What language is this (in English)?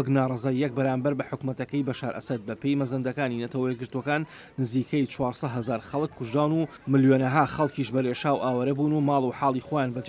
Central Kurdish